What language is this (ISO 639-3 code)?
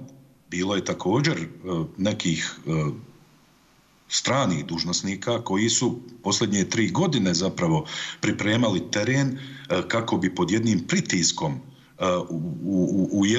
bos